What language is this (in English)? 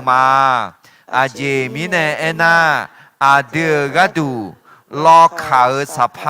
Akha